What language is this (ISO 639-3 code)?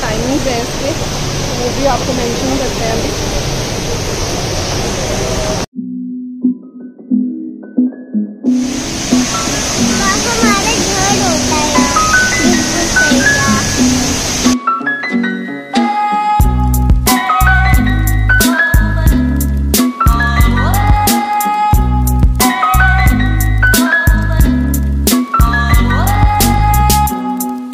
hin